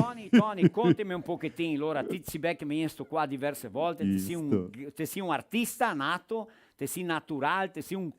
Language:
Venetian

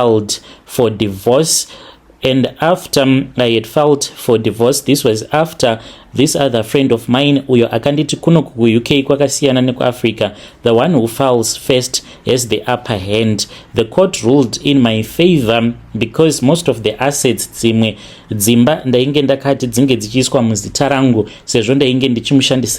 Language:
Shona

